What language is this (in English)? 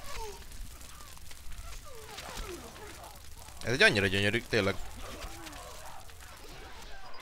Hungarian